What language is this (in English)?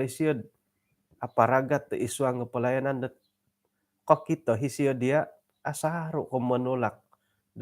Central Dusun